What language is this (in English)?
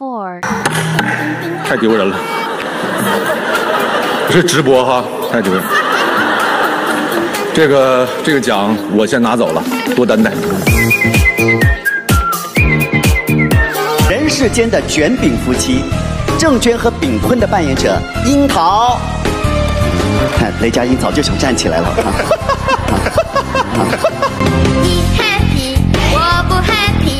Chinese